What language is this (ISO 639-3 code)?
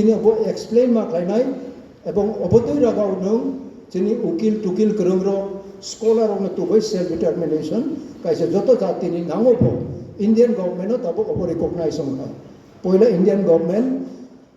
trp